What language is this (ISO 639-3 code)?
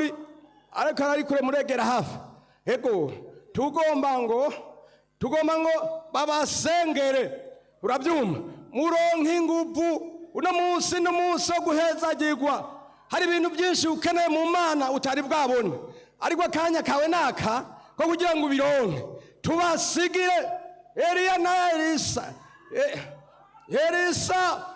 run